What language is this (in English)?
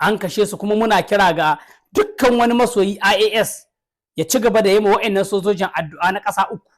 Hausa